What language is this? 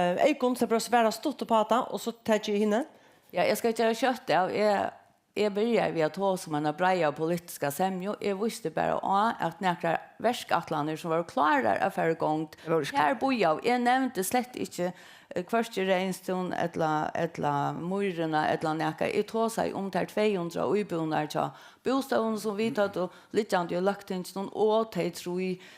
Faroese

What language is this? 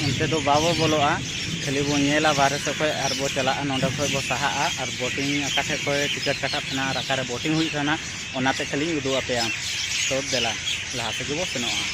Santali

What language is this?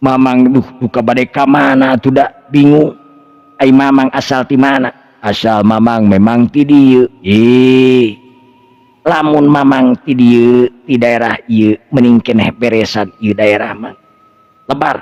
Sundanese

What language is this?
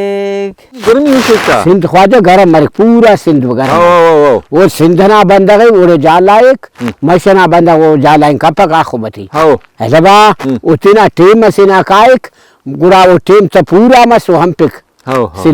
Brahui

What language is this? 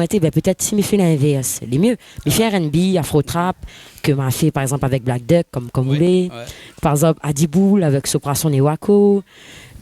Réunion Creole French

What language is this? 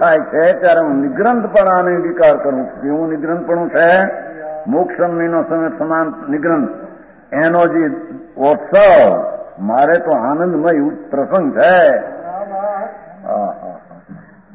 Gujarati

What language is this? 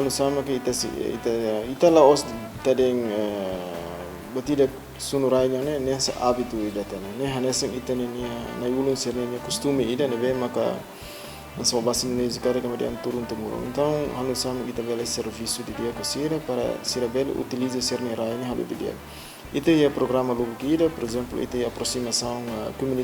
Tetum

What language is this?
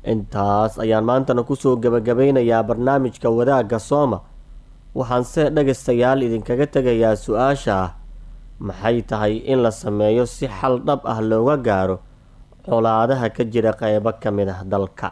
Somali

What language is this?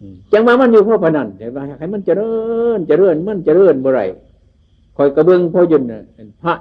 Northeastern Thai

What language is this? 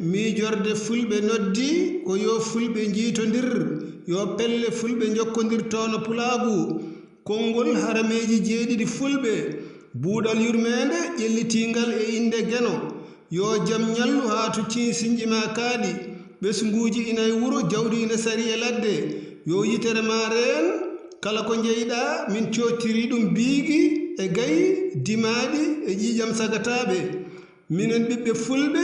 Fula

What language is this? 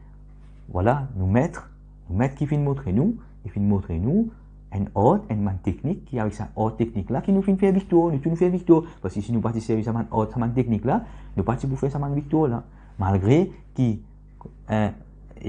Morisyen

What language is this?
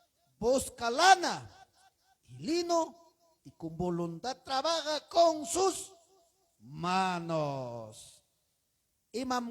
Ayacucho Quechua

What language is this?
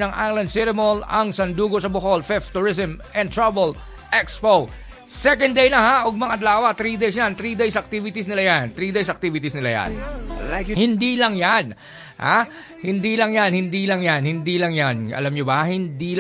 Cebuano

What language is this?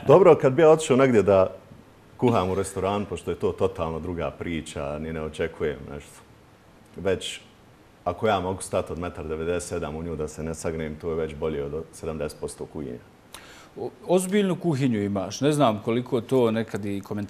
Bosnian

